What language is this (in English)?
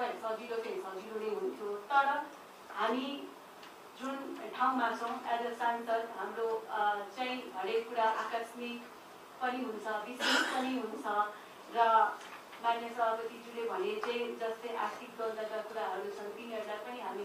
Nepali